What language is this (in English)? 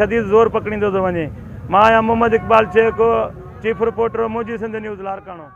Sindhi